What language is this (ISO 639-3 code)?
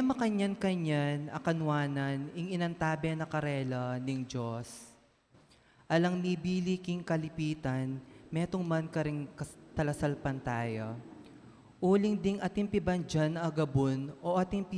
pam